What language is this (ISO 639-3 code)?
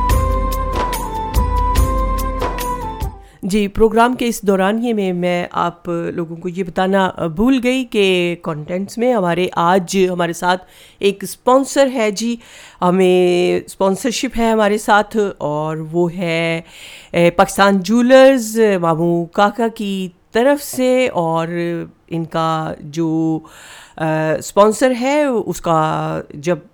urd